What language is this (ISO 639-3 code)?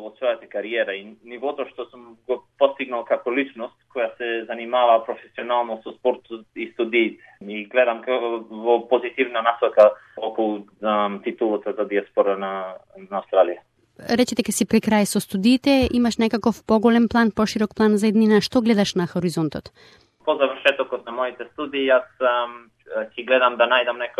mkd